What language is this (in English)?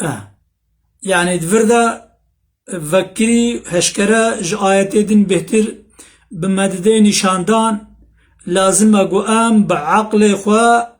Kurdish